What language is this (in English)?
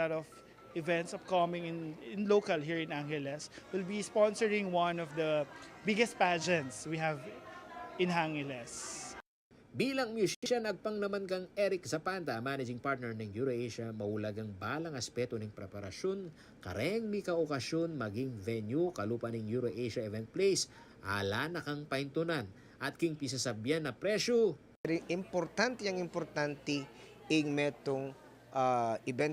Pampanga